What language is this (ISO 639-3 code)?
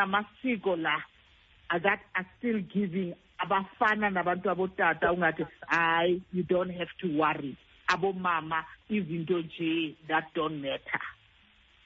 xho